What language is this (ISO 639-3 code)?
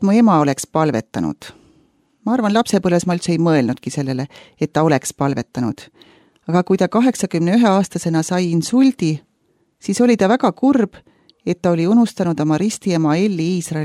est